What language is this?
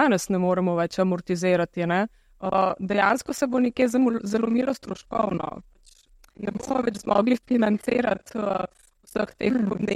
Slovenian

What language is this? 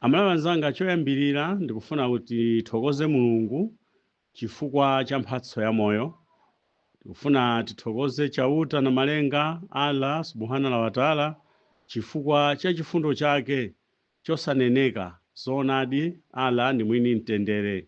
Nyanja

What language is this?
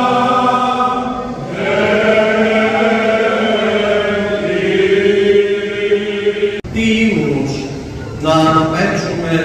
Greek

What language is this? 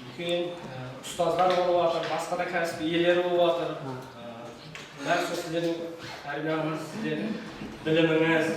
Kara-Kalpak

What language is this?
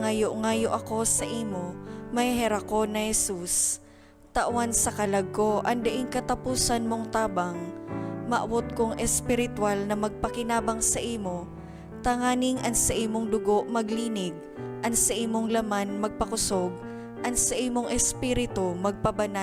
Bikol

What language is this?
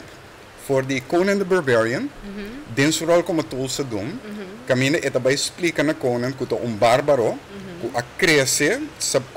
Papiamento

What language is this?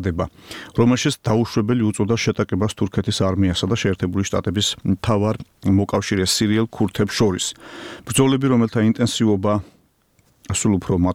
Georgian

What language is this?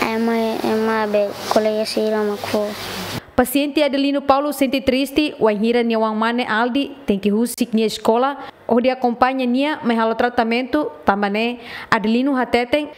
Tetum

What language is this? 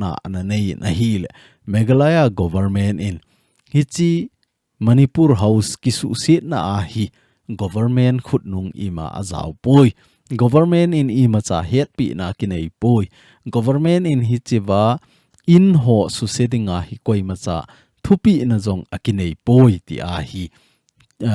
Thado Chin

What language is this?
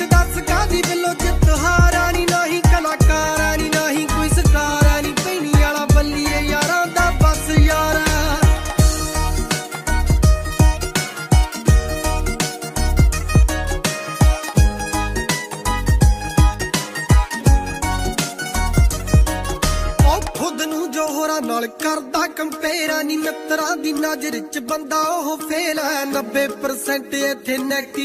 Punjabi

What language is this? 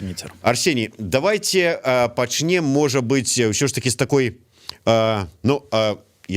Belarusian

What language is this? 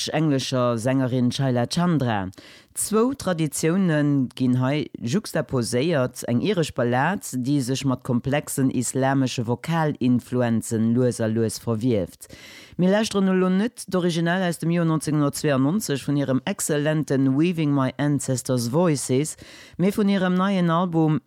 Luxembourgish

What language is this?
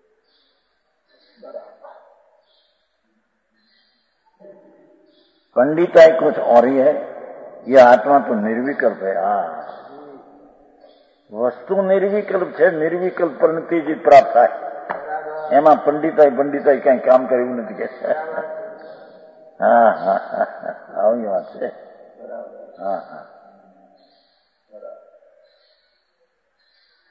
Gujarati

